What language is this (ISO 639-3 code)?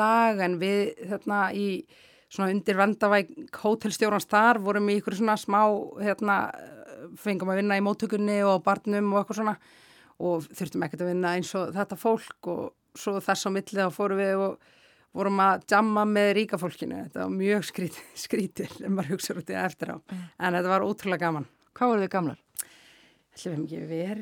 isl